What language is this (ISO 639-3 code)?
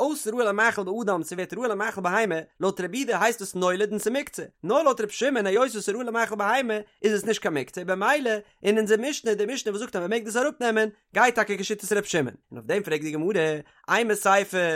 yid